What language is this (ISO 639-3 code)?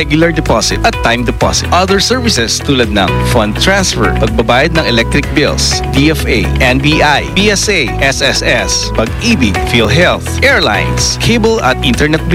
fil